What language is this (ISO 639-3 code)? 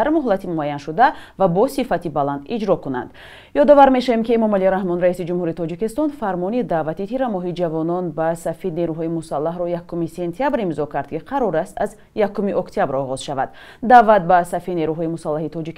tgk